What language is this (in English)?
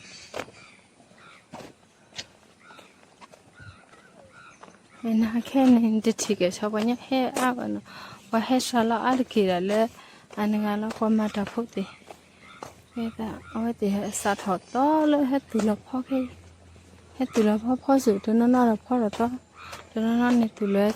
S'gaw Karen